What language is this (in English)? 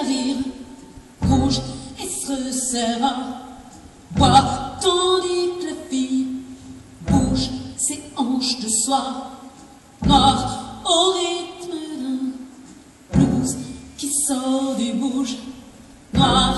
French